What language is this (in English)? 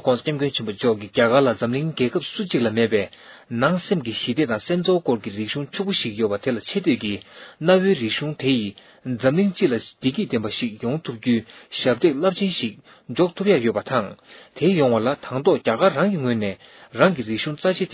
Tibetan